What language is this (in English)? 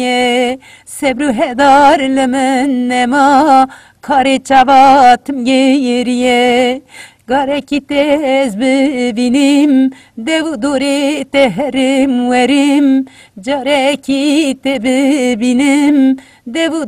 Kurdish